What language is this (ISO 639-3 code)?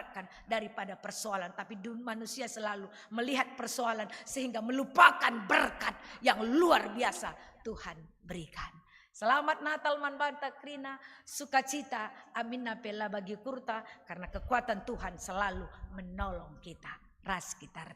btx